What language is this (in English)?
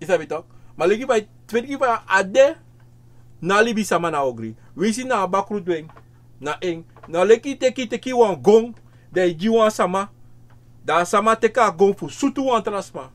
Sranan Tongo